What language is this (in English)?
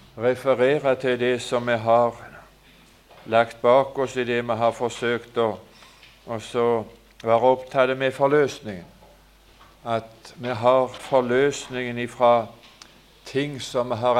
Norwegian